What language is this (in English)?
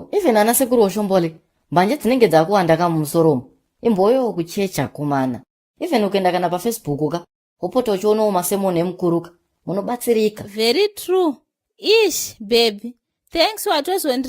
Shona